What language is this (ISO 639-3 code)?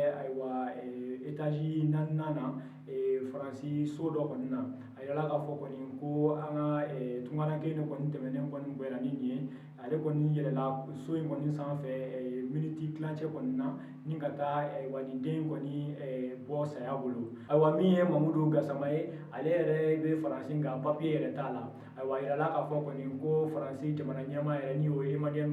bam